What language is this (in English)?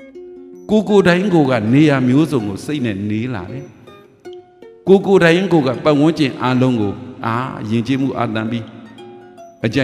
Burmese